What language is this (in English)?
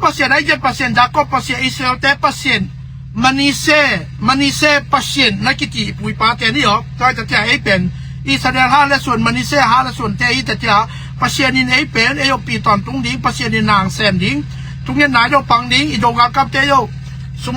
Tedim Chin